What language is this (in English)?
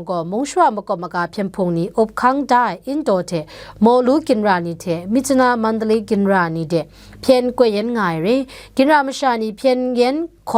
Kachin